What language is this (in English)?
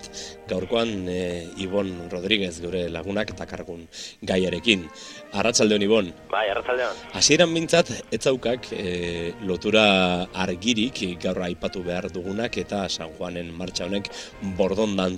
Basque